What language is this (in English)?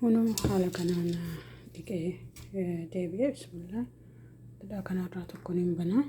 Oromo